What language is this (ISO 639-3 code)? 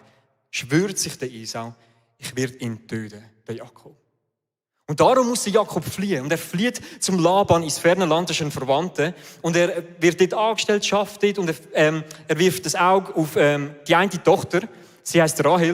gsw